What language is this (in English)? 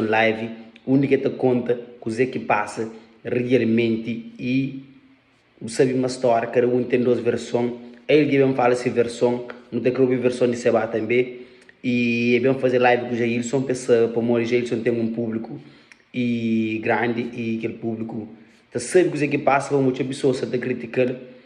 Kabuverdianu